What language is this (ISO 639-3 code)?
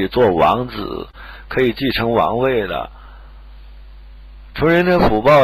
zho